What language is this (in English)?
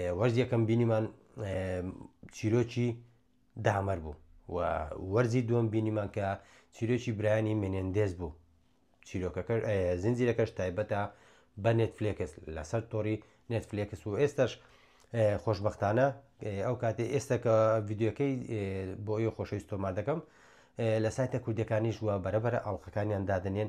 Central Kurdish